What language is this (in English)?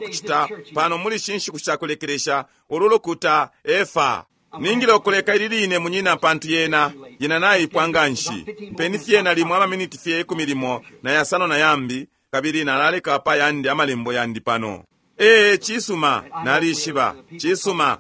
Bemba